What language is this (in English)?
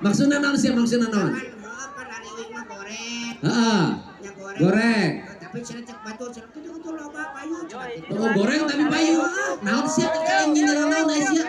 Sundanese